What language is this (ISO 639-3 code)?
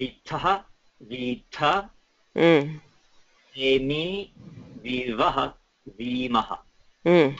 san